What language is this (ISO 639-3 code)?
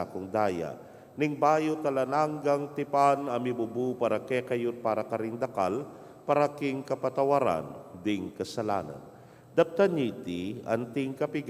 pam